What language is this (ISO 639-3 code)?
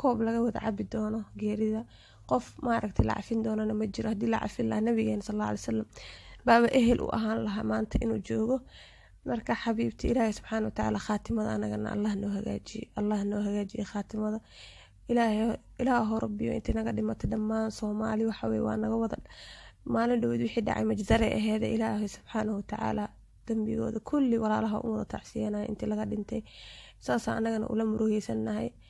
som